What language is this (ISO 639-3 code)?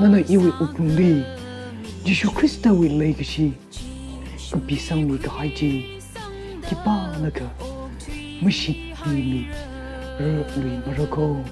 nmf